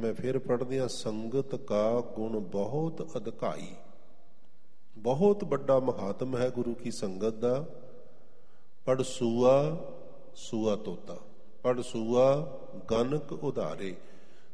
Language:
Punjabi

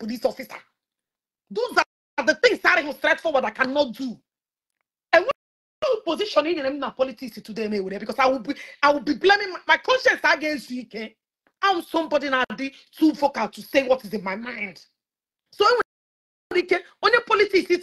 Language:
Igbo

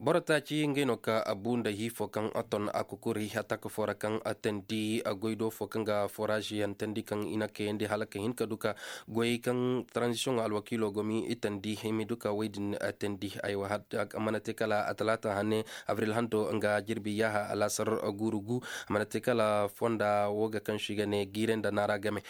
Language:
Koyraboro Senni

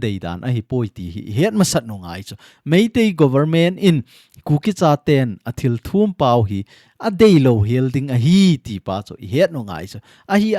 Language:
Thado Chin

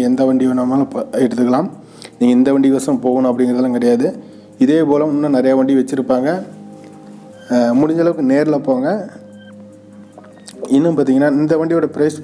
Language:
Tamil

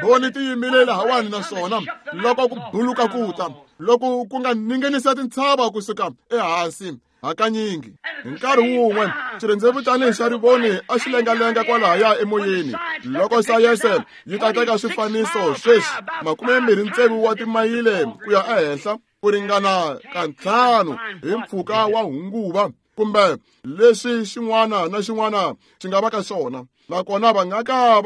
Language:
Tsonga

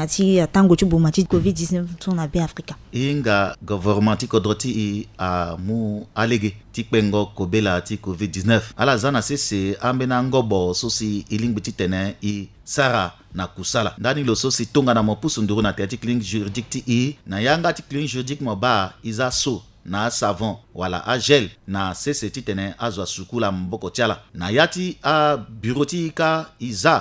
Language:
Sango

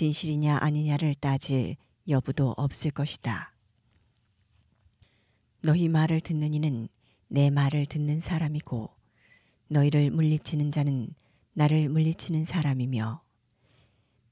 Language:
Korean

